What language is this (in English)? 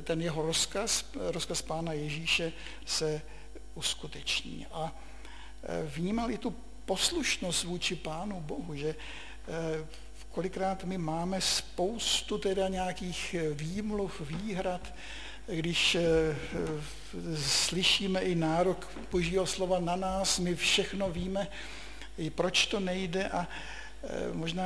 Czech